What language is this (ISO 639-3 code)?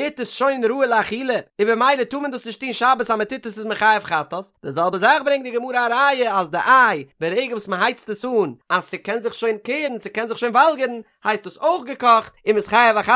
yid